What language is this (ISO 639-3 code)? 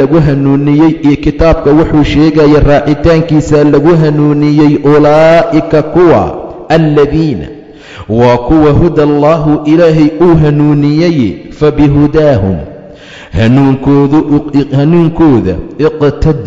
som